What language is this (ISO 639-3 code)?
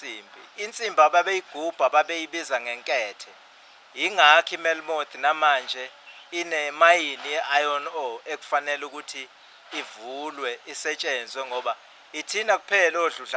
zul